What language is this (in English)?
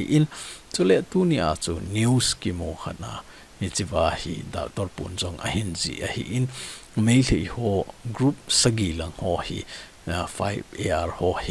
Thado Chin